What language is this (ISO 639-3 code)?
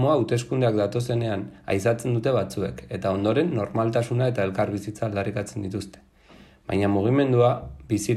eus